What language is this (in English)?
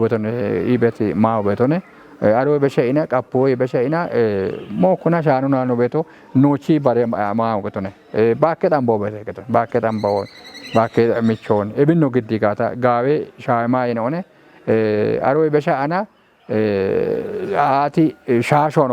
Kafa